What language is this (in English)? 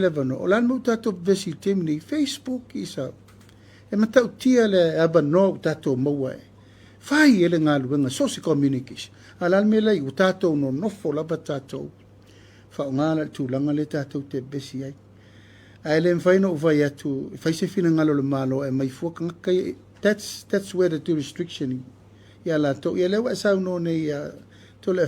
Samoan